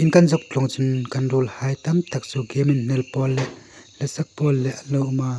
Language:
Hmar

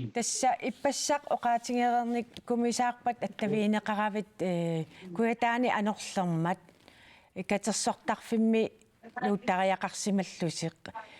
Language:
Kalaallisut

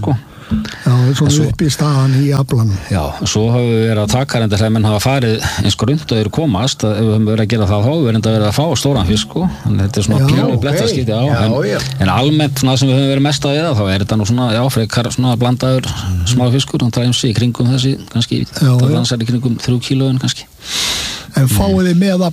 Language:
Icelandic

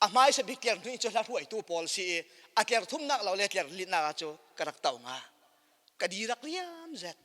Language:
Falam Chin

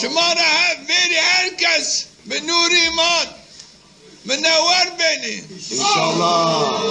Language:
Zaza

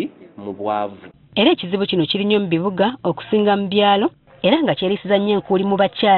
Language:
Ganda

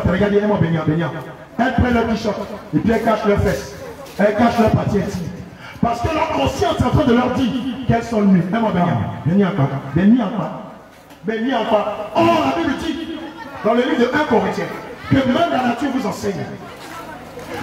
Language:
French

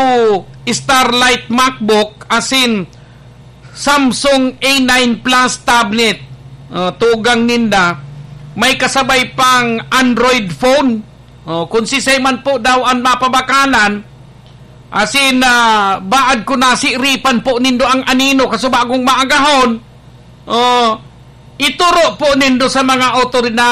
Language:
Bikol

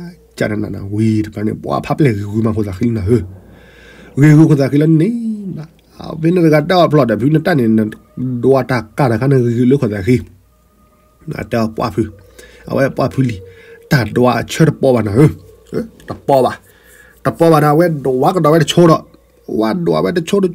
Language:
S'gaw Karen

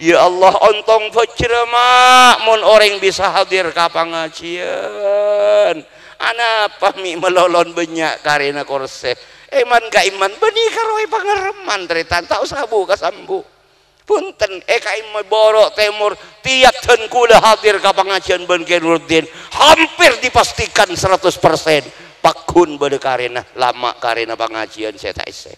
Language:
Madurese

